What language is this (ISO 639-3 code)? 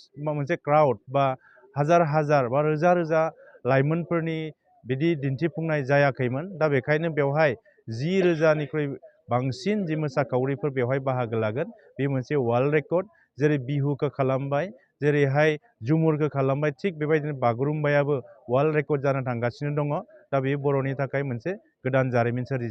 brx